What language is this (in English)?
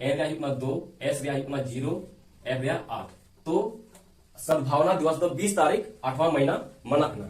Santali